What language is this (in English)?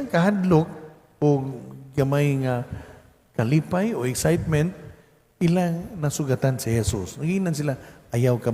Cebuano